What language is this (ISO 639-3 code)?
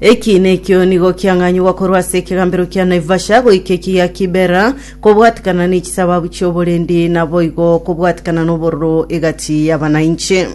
guz